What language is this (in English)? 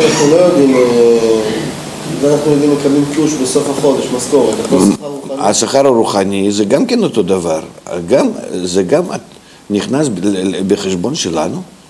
Hebrew